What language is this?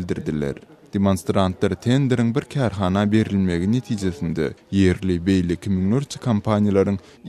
Turkmen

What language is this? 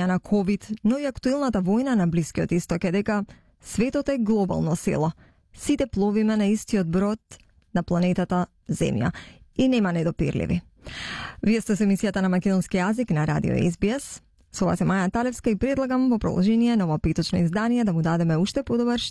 Macedonian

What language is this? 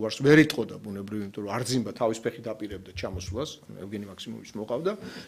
Georgian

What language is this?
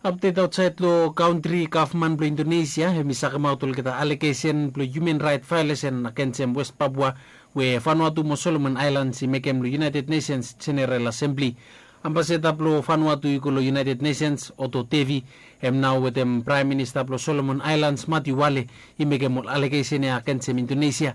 Bislama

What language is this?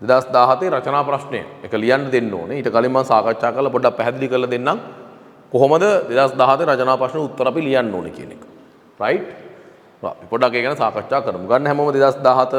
Sinhala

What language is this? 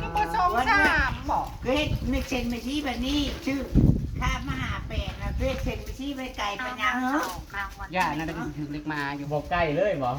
Northeastern Thai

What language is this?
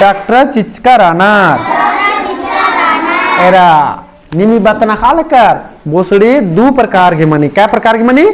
Kurukh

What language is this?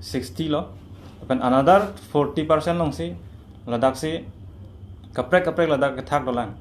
Karbi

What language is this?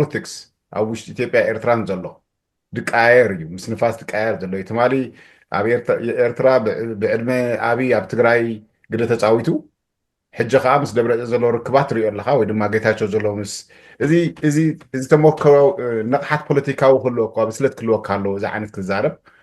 Tigrinya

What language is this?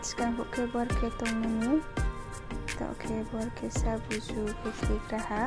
Riang (India)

